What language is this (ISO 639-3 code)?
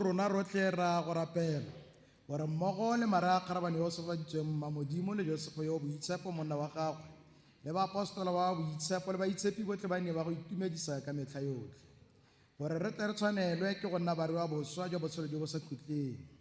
tsn